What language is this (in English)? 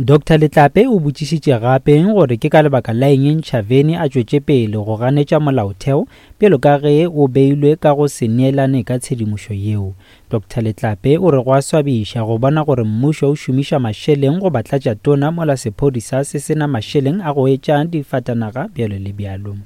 Northern Sotho